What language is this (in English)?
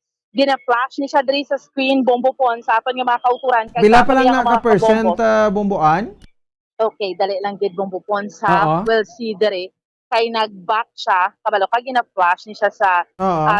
Hiligaynon